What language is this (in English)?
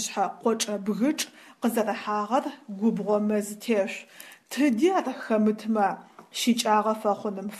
Adyghe